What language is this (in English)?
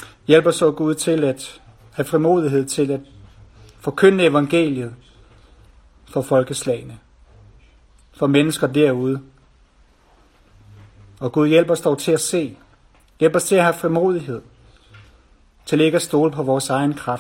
Danish